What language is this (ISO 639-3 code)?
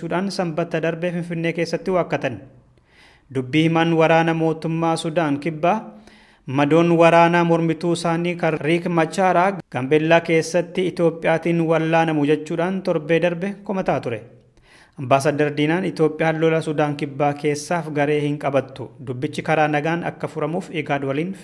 orm